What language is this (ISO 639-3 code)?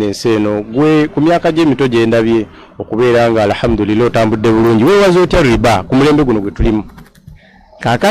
lug